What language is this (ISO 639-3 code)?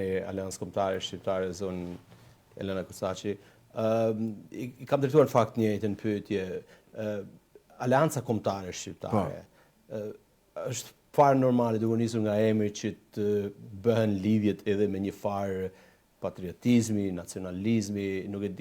sqi